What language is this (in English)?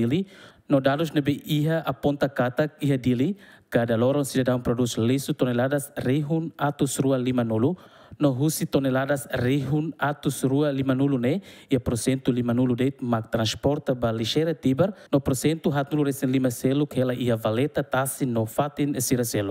Tetum